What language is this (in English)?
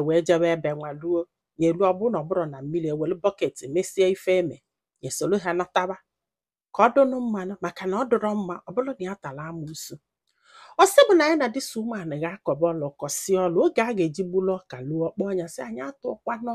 Igbo